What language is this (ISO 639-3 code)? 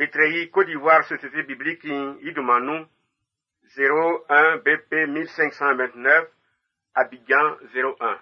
bci